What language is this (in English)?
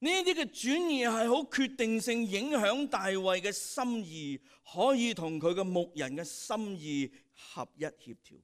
Cantonese